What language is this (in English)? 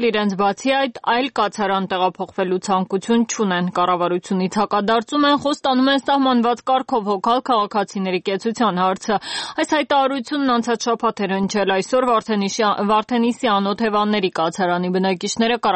Armenian